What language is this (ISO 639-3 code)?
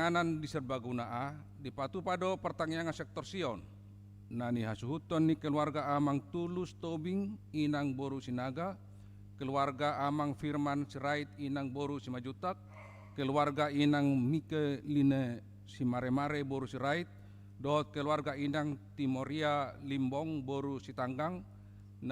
bbc